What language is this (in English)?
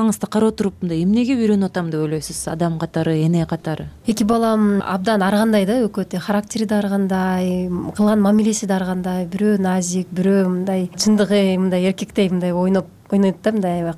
Kyrgyz